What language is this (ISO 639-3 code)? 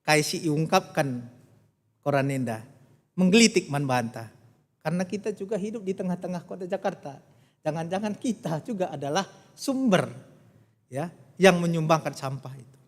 btx